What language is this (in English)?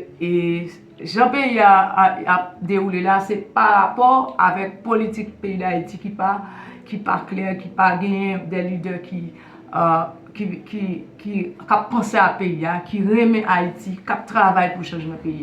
Haitian Creole